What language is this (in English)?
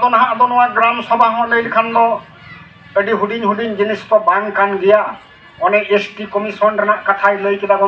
Santali